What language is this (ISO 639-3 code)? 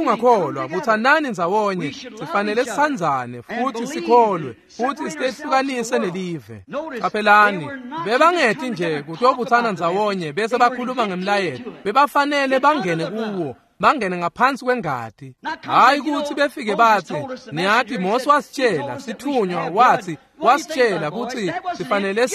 ssw